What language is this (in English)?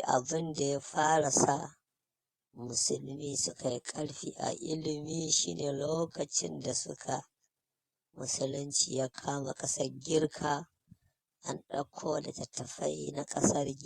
Hausa